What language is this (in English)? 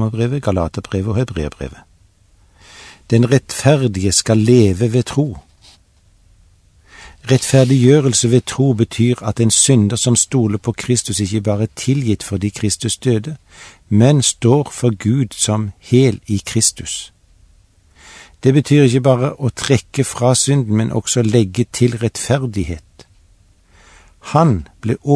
Norwegian